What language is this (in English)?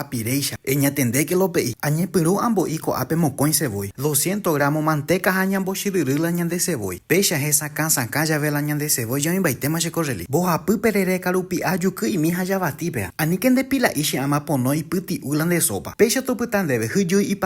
Guarani